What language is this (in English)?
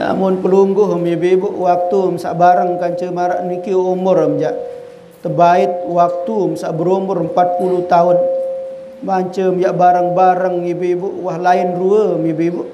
Sasak